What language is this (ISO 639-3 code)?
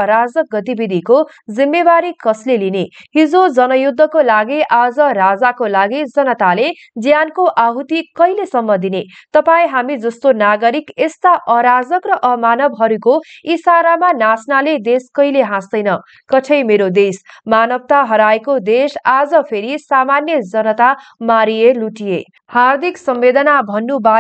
nep